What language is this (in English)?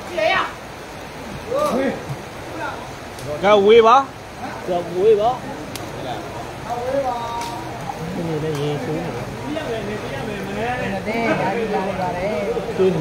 Burmese